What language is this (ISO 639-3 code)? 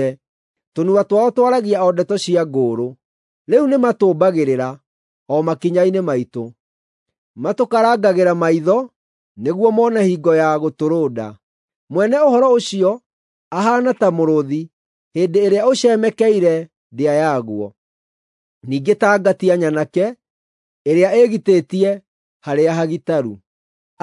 kik